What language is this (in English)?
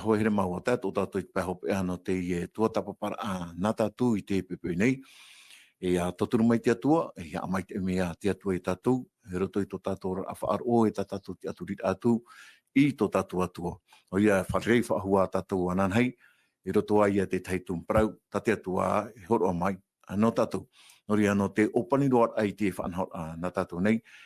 Tahitian